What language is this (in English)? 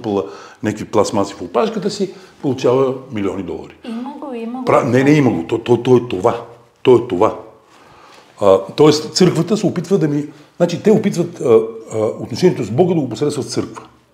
Bulgarian